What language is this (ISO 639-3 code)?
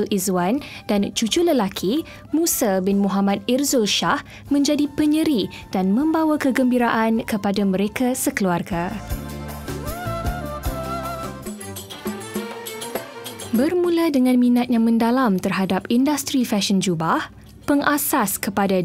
msa